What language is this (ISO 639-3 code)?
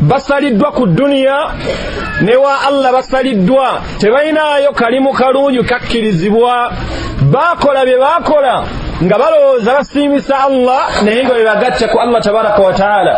lug